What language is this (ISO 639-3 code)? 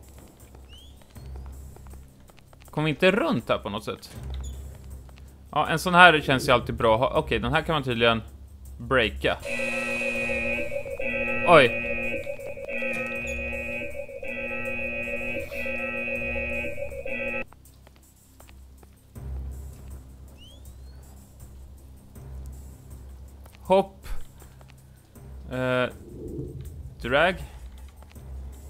swe